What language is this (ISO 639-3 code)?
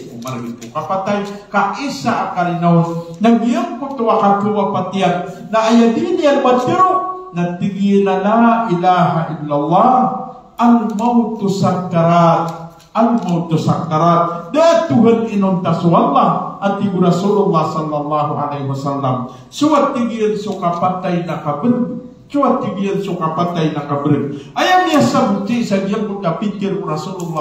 mrw